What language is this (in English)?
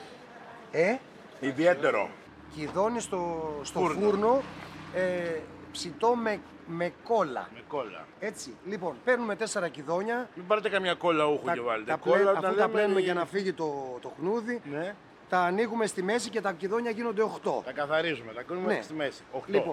Greek